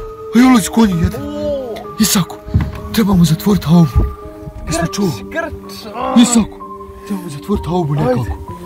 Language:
Croatian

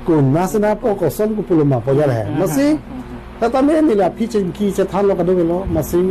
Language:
Karbi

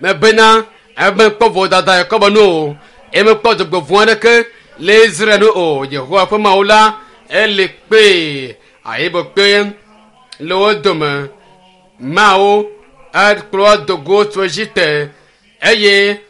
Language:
Ewe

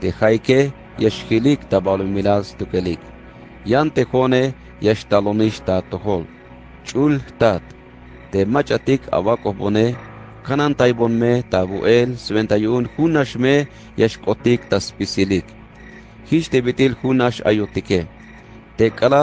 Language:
Tzeltal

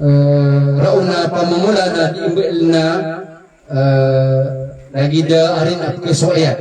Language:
Maranao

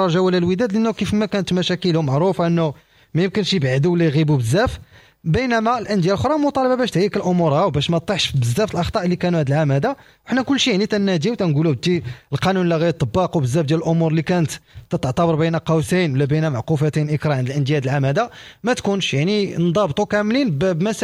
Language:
Moroccan Arabic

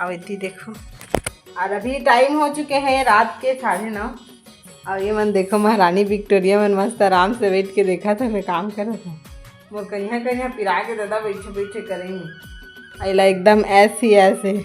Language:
Chhattisgarhi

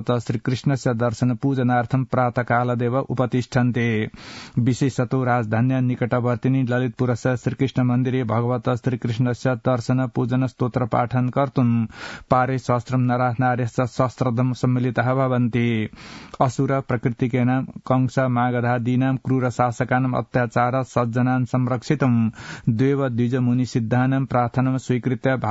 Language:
Sanskrit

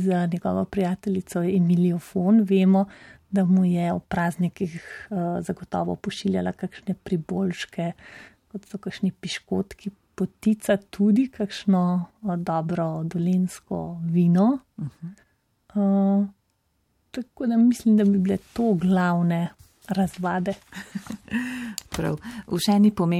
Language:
Slovenian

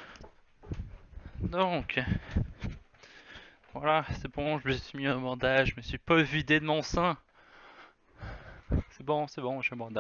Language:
French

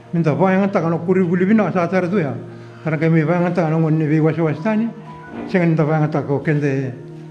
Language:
Fijian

